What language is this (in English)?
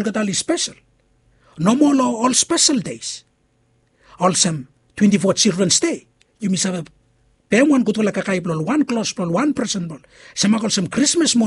Bislama